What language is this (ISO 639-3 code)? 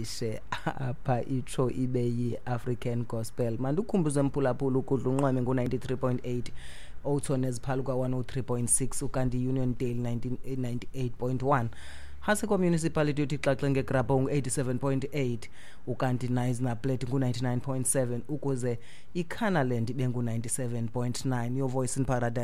xho